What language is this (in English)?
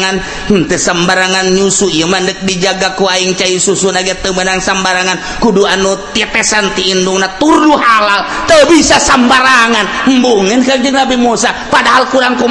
Sundanese